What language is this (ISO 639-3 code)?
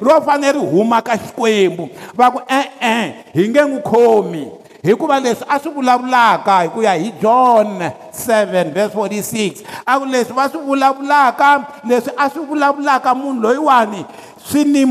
tso